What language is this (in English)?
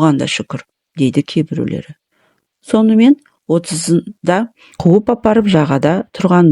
Kazakh